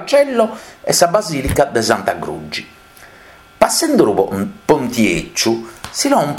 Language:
Sardinian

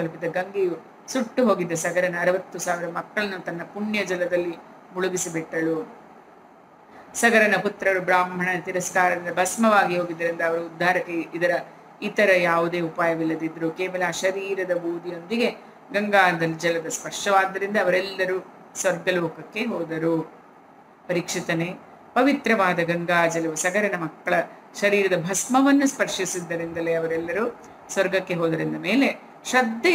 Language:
Kannada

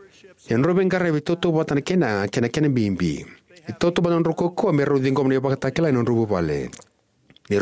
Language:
Fijian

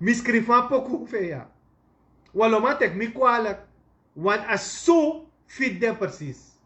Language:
Sranan Tongo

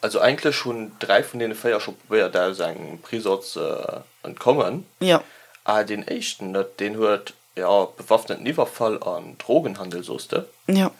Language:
Luxembourgish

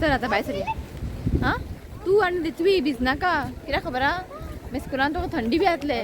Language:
Konkani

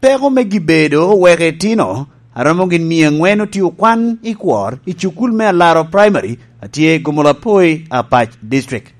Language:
Lango (Uganda)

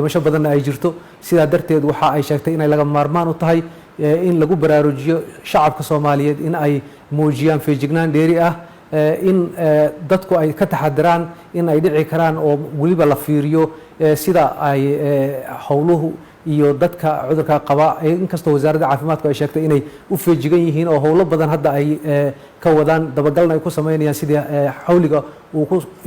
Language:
Somali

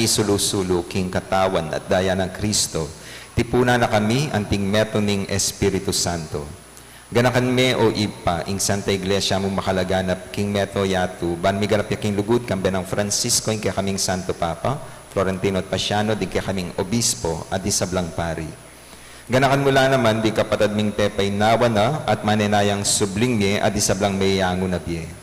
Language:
Pampanga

